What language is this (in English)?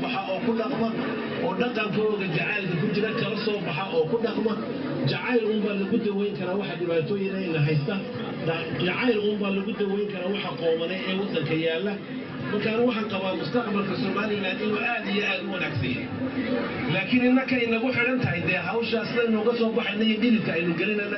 Somali